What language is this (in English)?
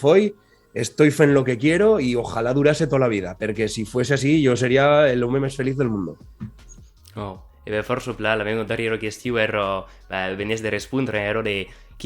Occitan